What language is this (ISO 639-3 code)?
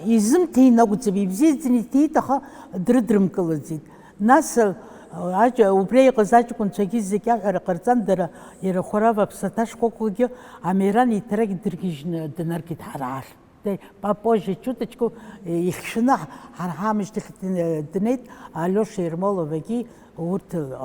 abk